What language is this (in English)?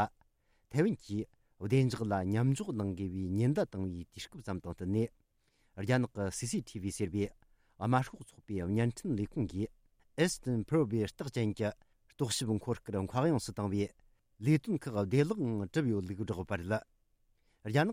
Tibetan